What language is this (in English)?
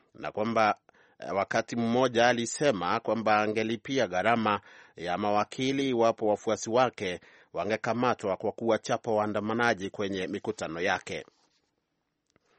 Swahili